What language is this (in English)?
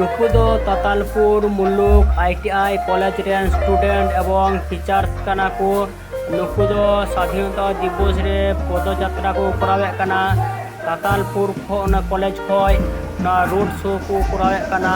Santali